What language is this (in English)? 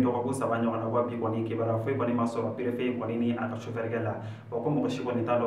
Bambara